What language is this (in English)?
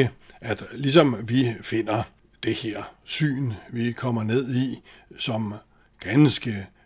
Danish